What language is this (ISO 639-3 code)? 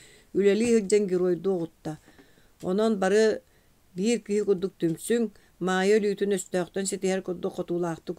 sah